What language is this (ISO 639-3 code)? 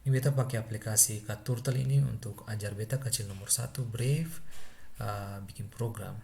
abs